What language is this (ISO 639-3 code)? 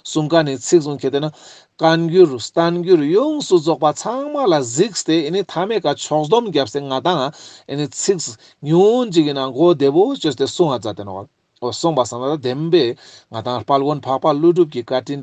lbj